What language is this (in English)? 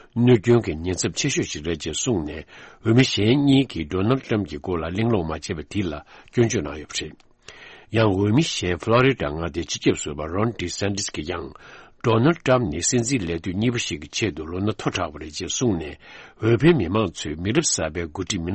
Tibetan